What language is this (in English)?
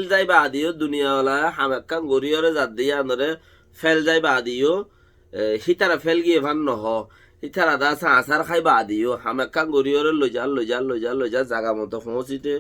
Rohingya